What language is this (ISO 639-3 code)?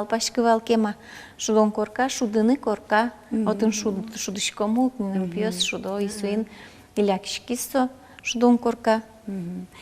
udm